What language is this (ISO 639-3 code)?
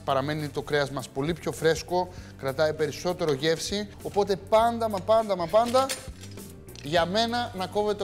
ell